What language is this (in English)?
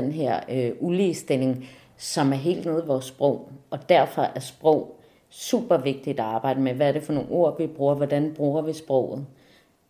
Danish